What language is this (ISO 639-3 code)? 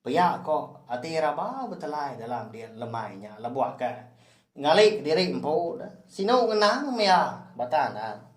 iba